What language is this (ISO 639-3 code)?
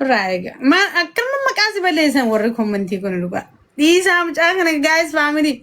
orm